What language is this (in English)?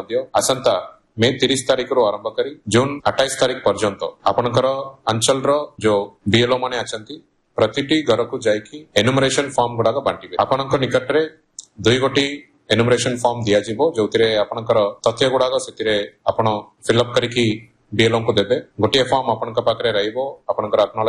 Odia